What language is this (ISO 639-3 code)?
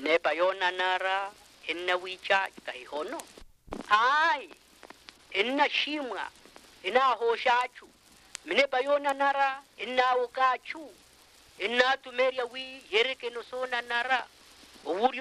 vmw